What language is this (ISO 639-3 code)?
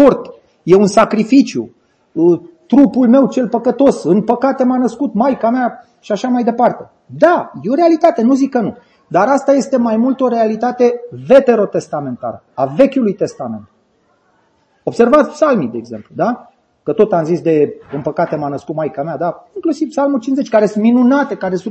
ron